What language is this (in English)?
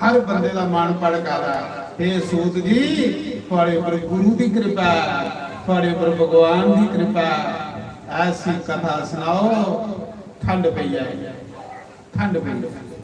Dogri